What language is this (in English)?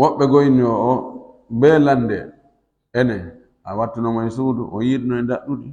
Fula